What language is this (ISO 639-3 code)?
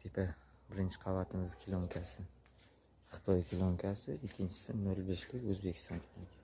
uzb